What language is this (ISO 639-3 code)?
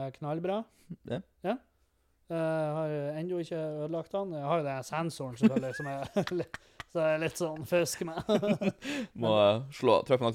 nor